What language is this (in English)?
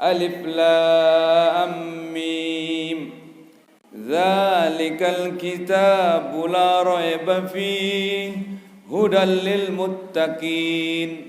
Sasak